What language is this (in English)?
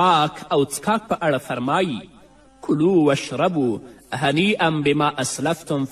Pashto